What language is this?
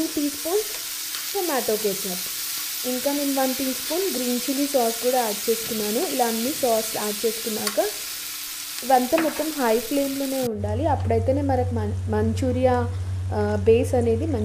Telugu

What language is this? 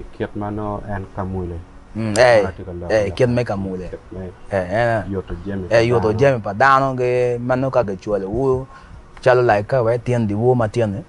Acoli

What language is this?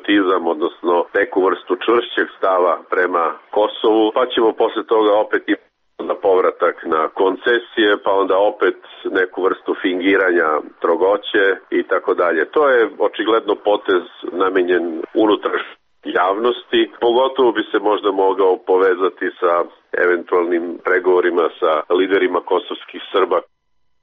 Serbian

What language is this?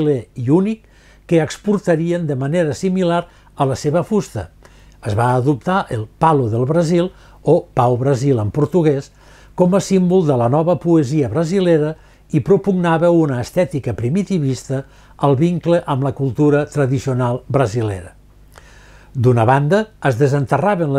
Catalan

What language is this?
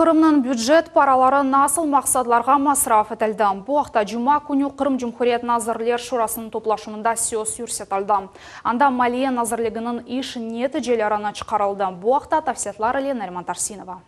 Crimean Tatar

